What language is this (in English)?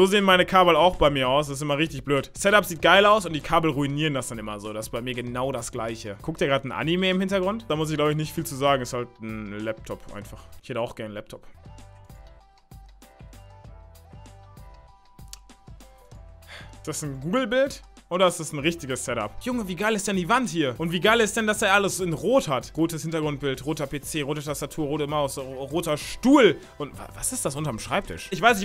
German